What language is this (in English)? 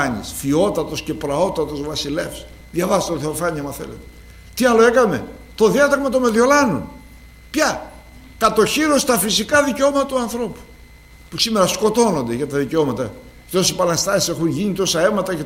Greek